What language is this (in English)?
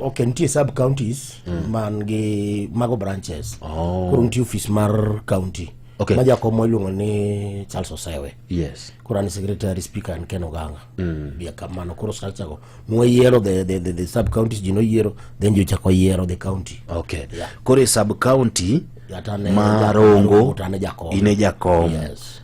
Luo (Kenya and Tanzania)